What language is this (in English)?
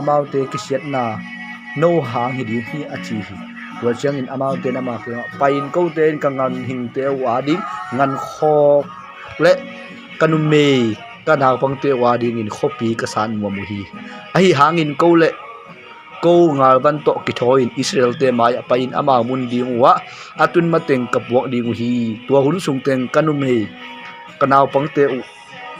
Tedim Chin